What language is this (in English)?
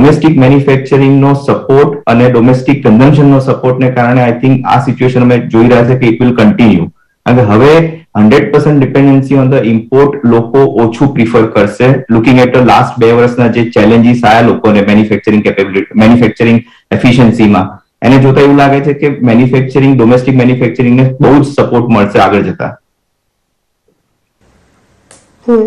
Gujarati